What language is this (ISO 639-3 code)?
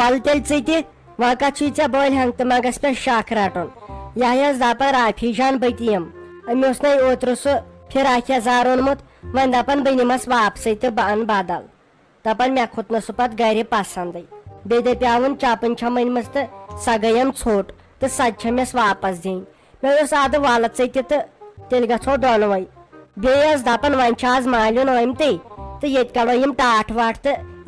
kas